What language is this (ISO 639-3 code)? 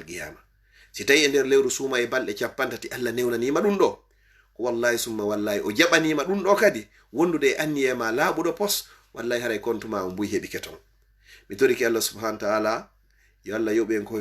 ful